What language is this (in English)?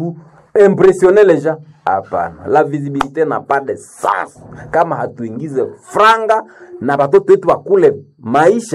Swahili